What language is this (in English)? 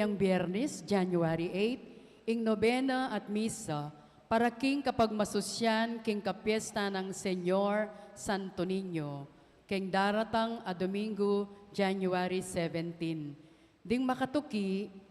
Pampanga